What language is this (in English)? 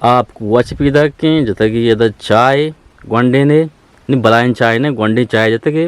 Eastern Balochi